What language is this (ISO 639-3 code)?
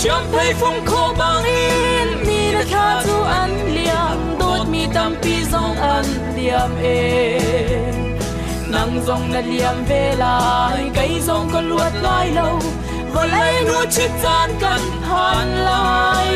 cnh